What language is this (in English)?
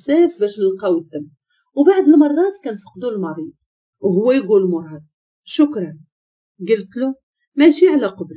Moroccan Arabic